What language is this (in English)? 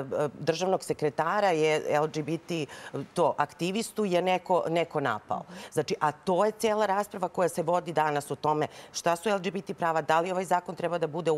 Serbian